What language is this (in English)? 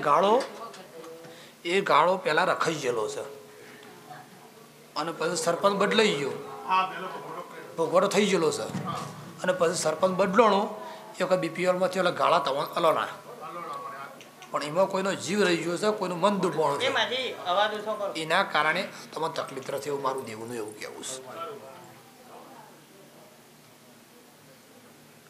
Gujarati